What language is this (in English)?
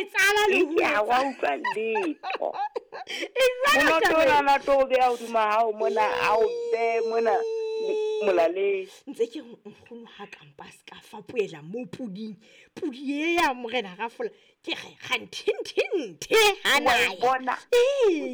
Southern Sotho